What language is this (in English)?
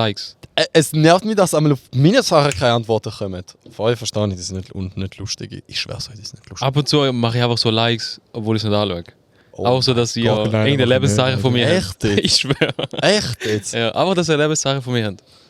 Swiss German